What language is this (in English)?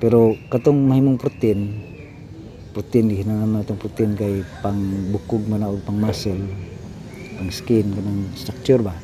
Cebuano